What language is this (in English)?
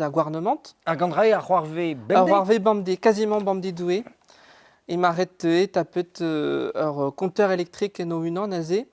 Breton